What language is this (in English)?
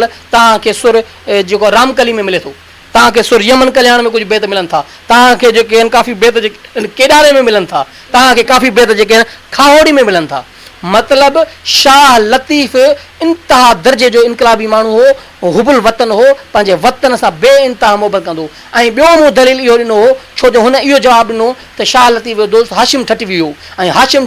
Sindhi